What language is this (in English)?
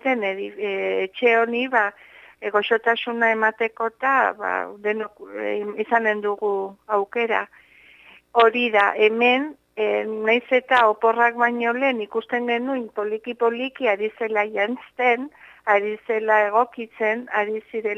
Basque